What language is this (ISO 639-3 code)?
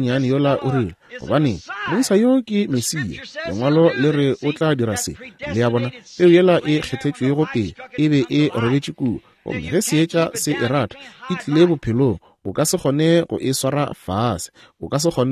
nso